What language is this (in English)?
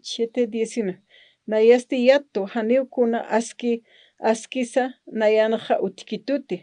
Aymara